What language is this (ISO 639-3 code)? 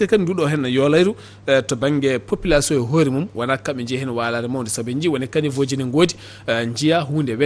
ful